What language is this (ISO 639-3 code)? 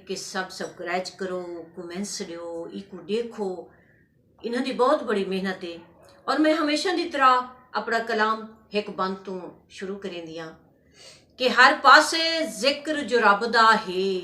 skr